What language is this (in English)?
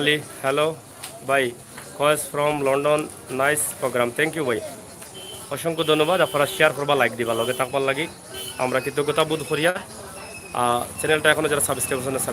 Sylheti